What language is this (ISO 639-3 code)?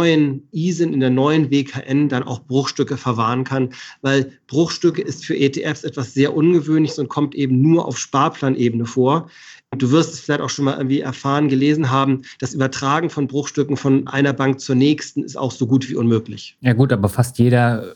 deu